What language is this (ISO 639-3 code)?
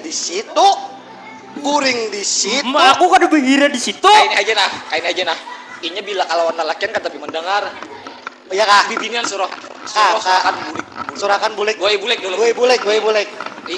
bjn